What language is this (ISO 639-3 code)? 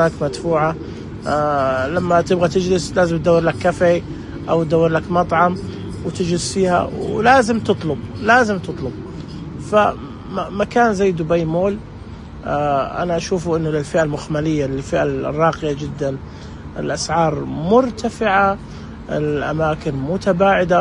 ars